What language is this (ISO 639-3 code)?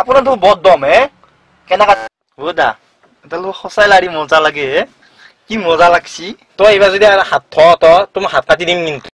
asm